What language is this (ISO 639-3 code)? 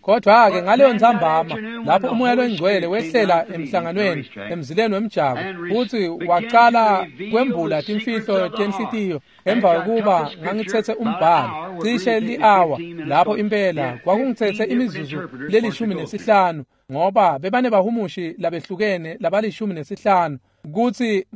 ssw